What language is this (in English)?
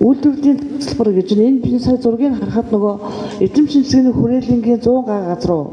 Mongolian